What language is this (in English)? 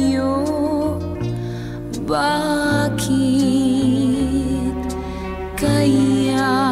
Filipino